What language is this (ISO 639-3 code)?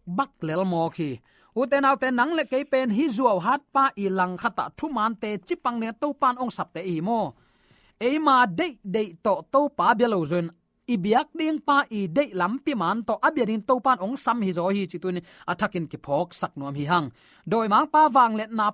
ctd